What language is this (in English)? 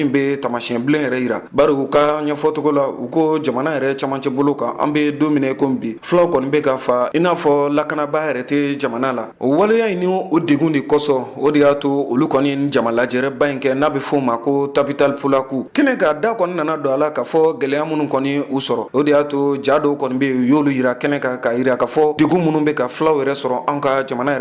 Bambara